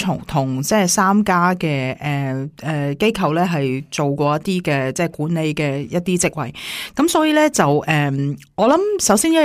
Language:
Cantonese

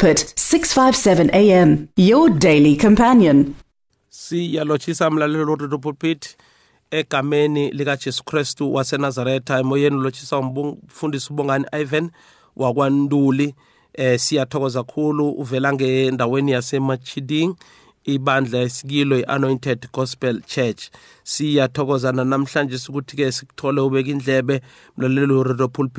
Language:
South Ndebele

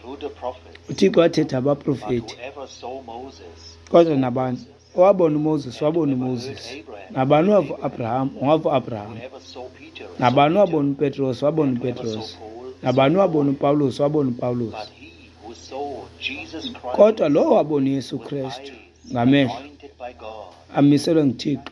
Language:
Xhosa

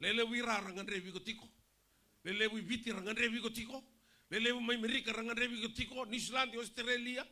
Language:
Fijian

